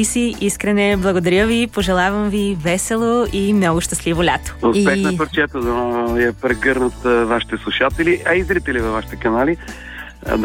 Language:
Bulgarian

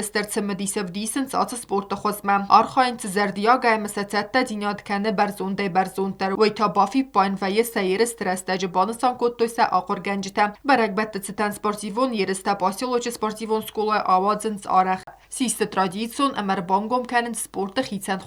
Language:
Ossetic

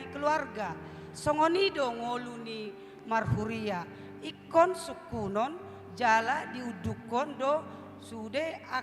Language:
Batak Toba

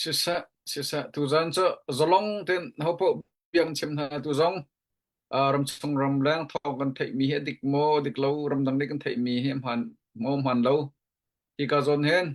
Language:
Hakha Chin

